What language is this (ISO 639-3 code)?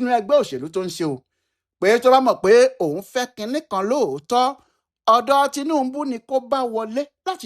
yor